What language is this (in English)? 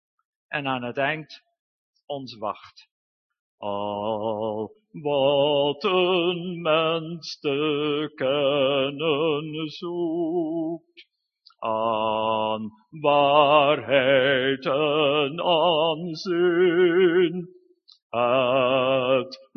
Dutch